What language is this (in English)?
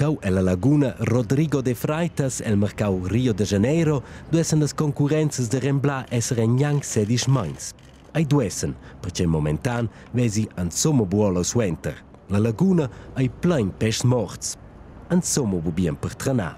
Romansh